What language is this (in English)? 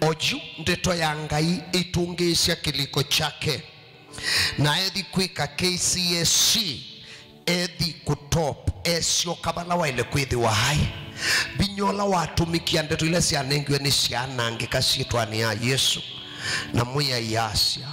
Kamba